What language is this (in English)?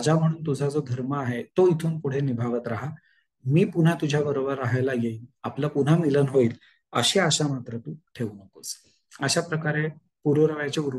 Marathi